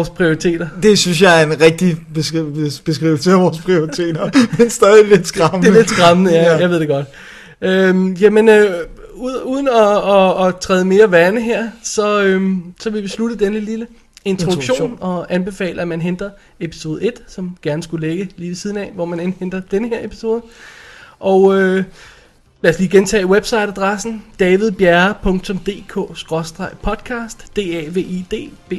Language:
Danish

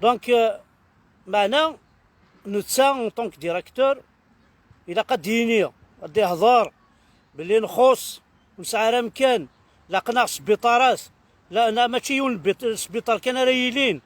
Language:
Kabyle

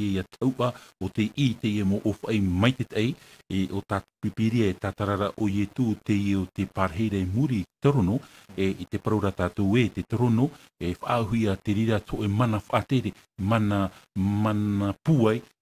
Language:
Tahitian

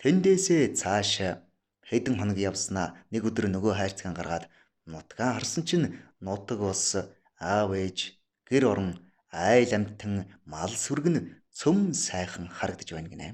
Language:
Mongolian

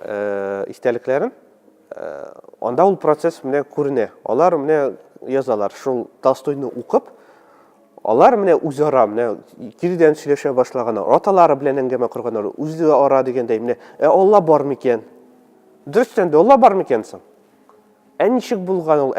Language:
Tatar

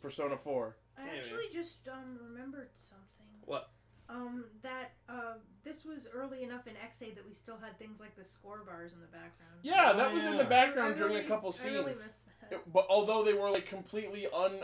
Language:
English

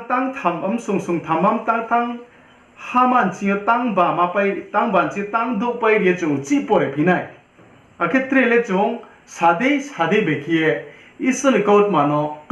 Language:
Riang (India)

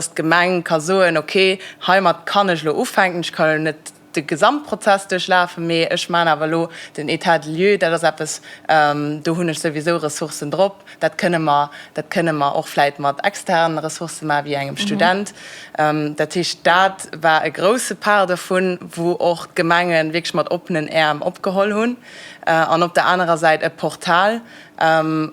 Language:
Luxembourgish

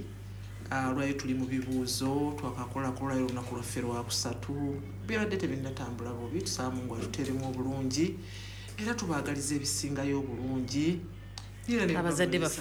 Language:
Ganda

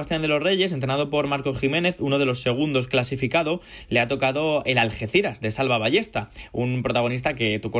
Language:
Spanish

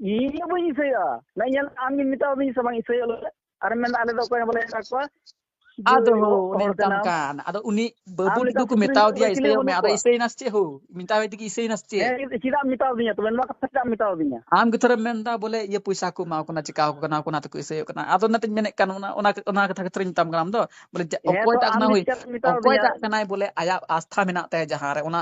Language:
Santali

